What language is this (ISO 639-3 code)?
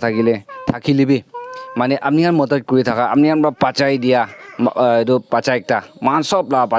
nag